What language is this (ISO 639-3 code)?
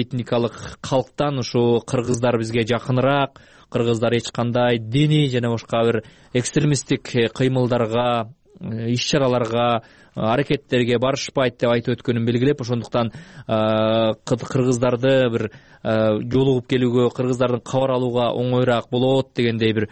kir